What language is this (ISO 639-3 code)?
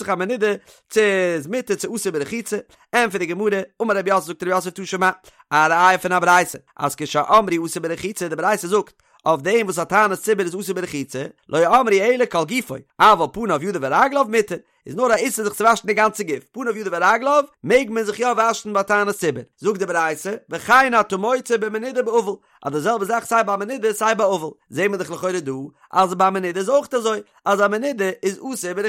yid